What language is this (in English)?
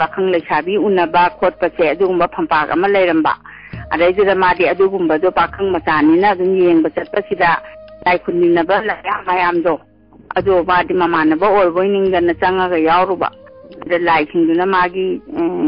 Manipuri